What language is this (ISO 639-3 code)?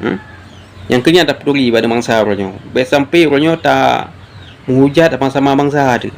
ace